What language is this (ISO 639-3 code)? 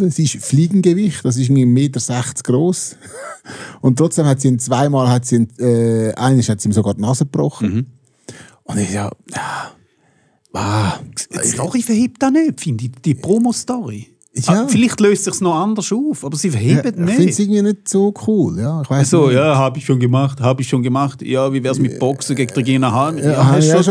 gsw